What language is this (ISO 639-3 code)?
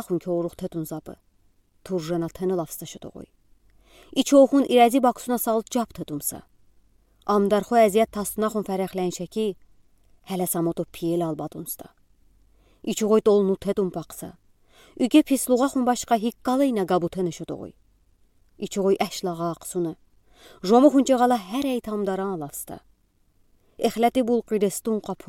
udi